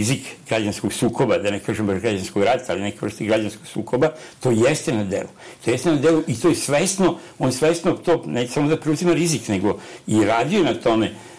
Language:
Serbian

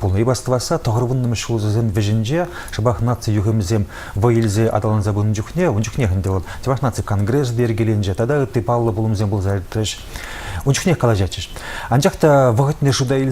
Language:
Chuvash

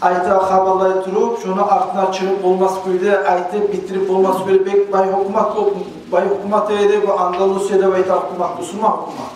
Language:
Kumyk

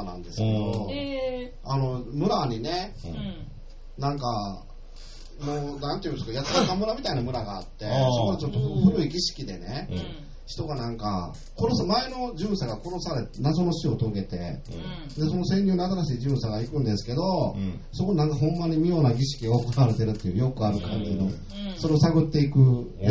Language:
Japanese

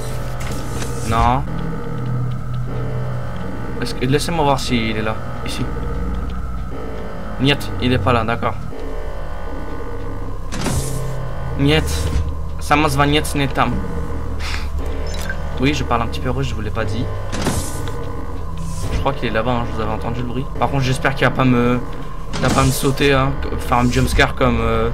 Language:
French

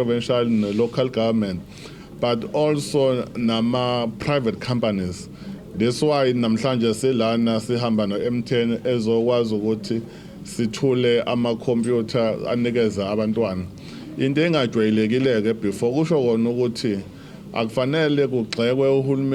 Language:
Zulu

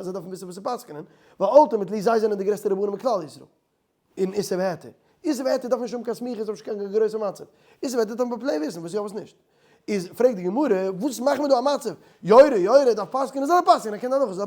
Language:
Yiddish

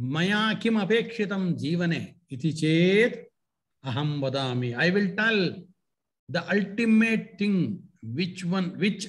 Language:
Sanskrit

